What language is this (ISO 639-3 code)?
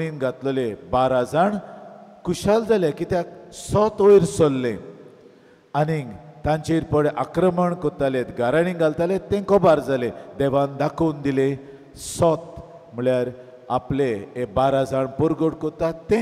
kok